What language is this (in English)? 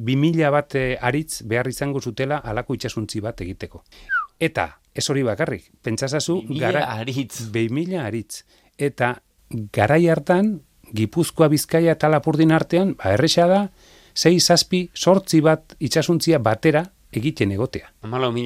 Basque